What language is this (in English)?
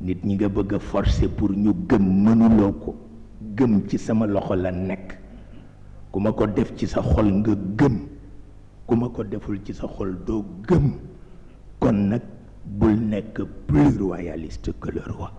Wolof